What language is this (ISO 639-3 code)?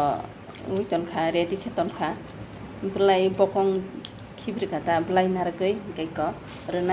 trp